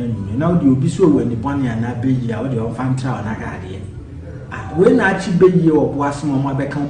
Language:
Akan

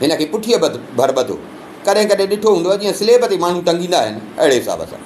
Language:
Sindhi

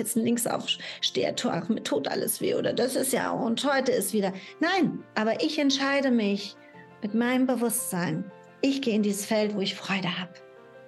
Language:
German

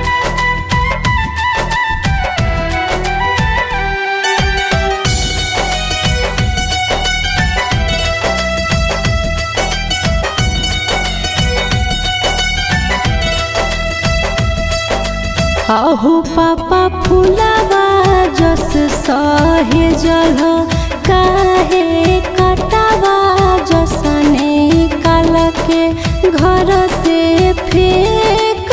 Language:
Bhojpuri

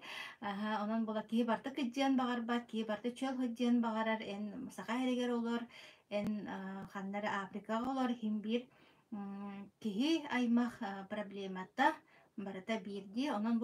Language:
Yakut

